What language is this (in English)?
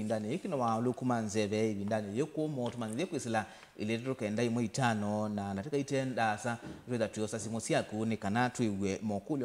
Kamba